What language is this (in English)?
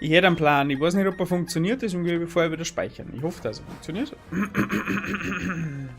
Bavarian